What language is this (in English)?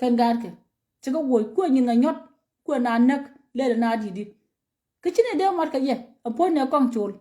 Nuer